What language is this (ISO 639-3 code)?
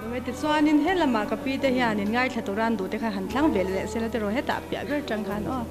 lus